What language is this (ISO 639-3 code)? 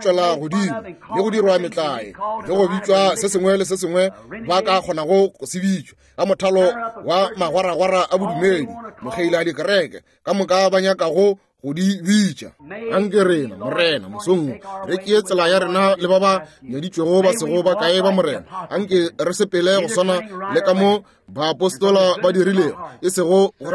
nso